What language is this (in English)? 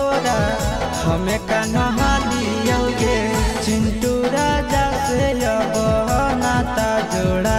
Bhojpuri